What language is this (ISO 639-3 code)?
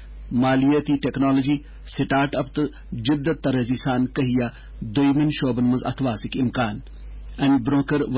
kas